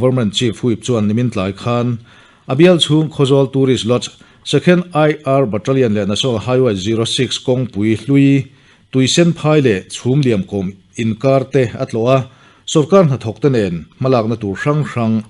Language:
Mizo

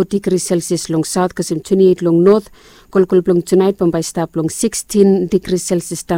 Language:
Bislama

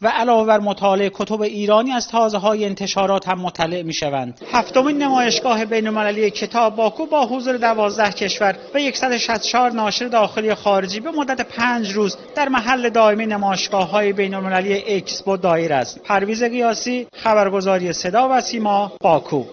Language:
Tajik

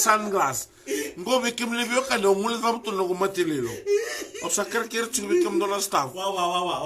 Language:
Fijian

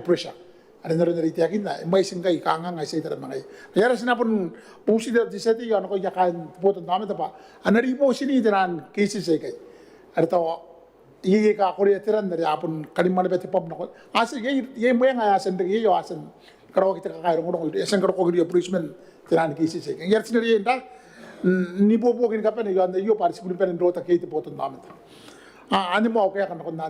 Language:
Gilbertese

